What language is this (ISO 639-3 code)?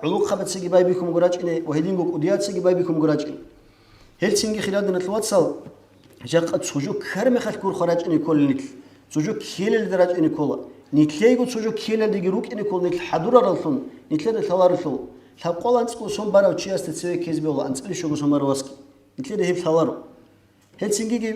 ava